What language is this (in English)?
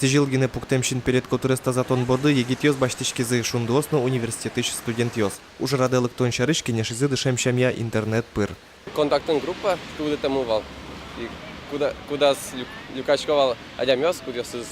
Udmurt